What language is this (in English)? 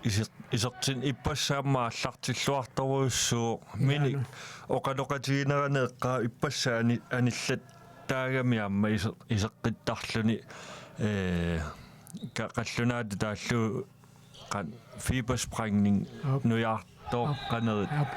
Kalaallisut